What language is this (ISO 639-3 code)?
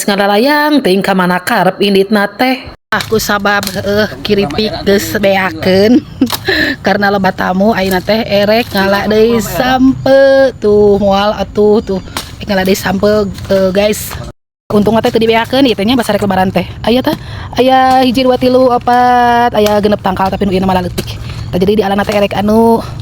sun